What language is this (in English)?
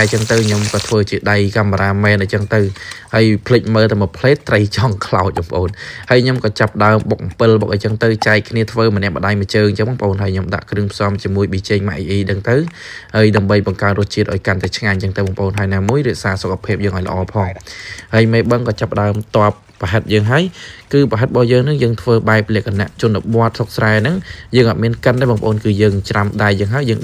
Khmer